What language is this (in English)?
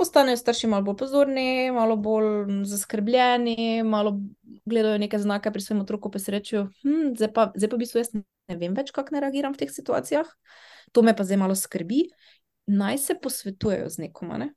Slovenian